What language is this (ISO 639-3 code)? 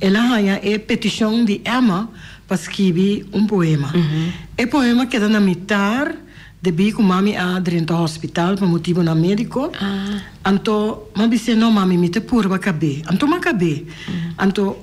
pap